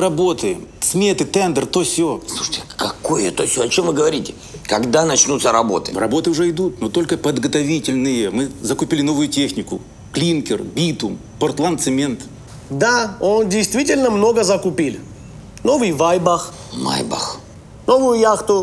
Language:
Russian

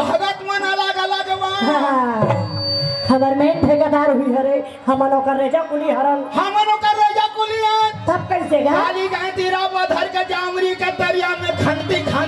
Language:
Chhattisgarhi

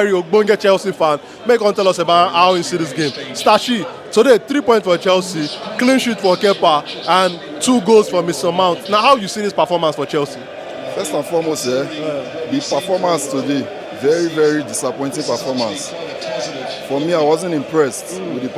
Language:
Nigerian Pidgin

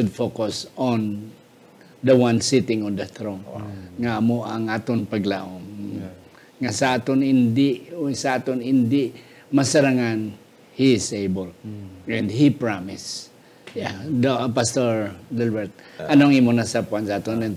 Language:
Hiligaynon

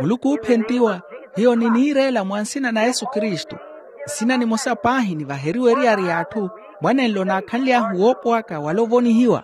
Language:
Makhuwa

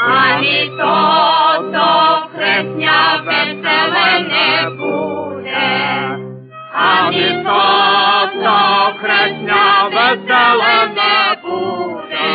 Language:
Rusyn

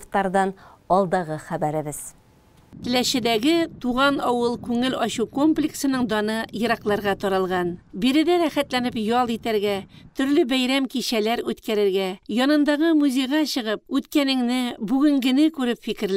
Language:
Tatar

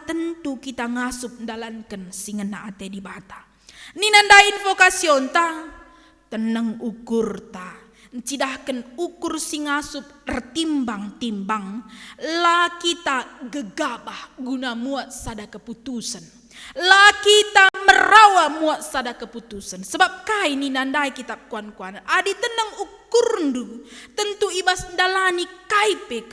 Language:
Batak Karo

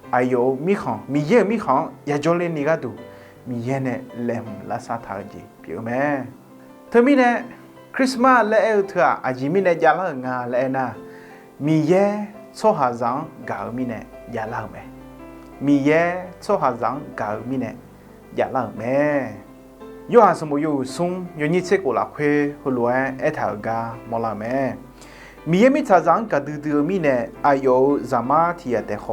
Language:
Akha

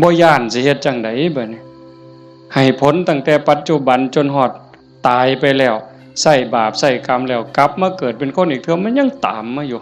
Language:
Northeastern Thai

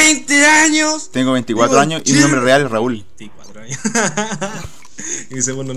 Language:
Spanish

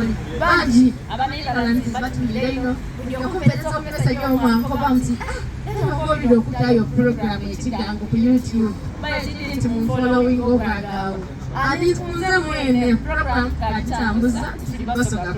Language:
Soga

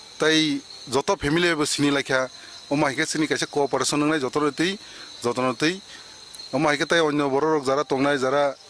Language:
Kok Borok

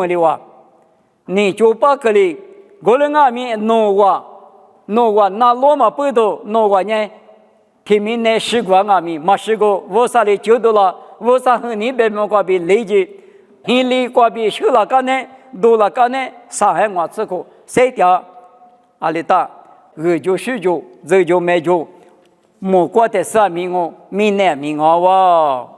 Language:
Lisu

